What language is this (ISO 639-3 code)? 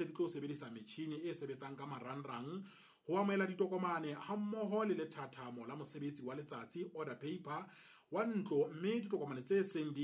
sot